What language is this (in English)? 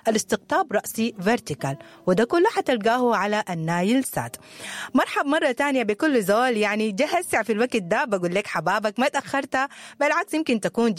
Sudanese Arabic